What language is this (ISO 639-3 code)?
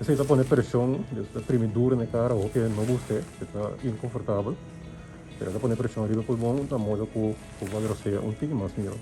pap